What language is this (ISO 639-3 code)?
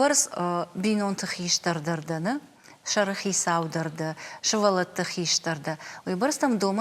oss